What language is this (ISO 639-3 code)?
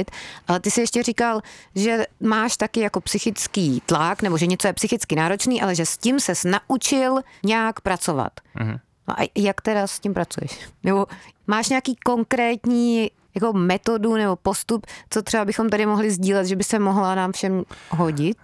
ces